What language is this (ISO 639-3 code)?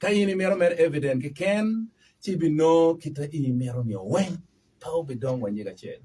ach